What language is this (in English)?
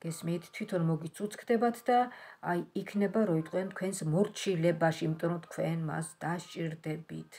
Georgian